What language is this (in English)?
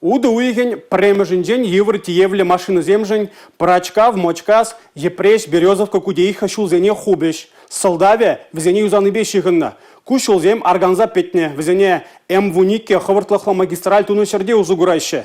Chuvash